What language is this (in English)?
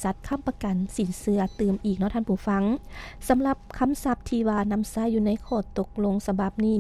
Lao